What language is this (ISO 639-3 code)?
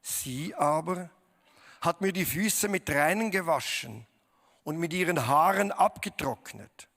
gsw